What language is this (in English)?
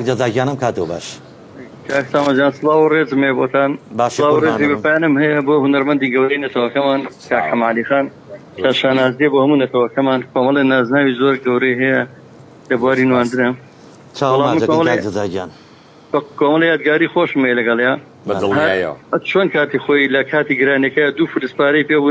Central Kurdish